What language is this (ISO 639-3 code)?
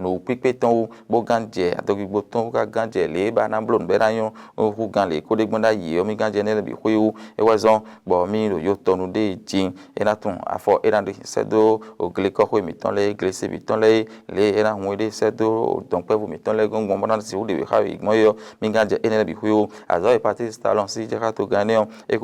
fon